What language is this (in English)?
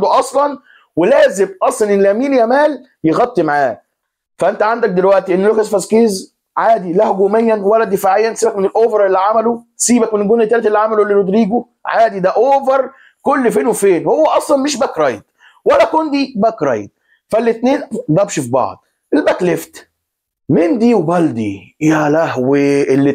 Egyptian Arabic